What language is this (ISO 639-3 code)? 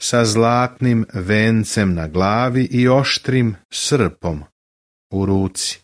srp